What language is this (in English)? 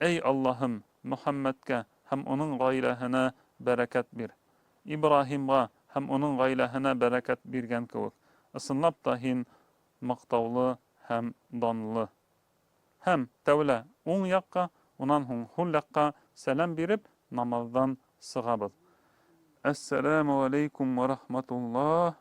Bashkir